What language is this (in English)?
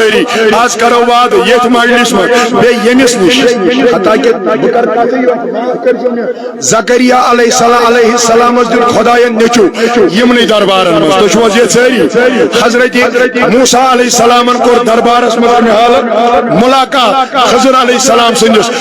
Kashmiri